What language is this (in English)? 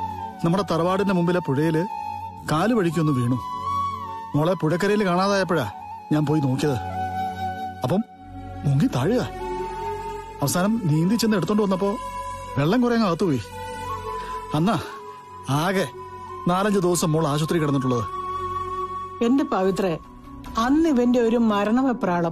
Malayalam